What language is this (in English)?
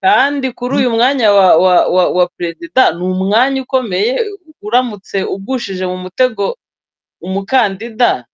Kinyarwanda